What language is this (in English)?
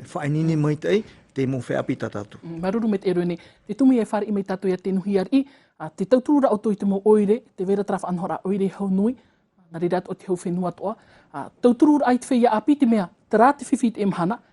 Tahitian